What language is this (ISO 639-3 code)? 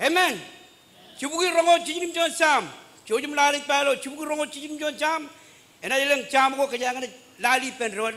mah